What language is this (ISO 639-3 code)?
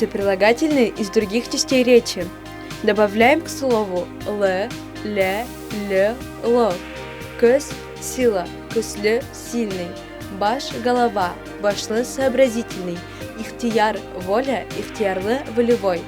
bak